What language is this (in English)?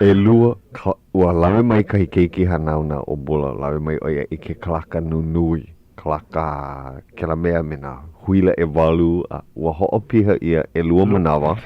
Hawaiian